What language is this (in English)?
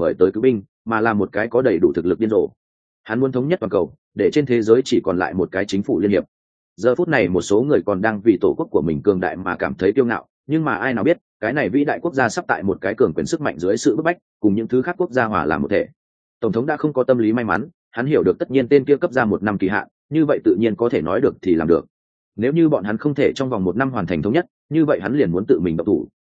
Vietnamese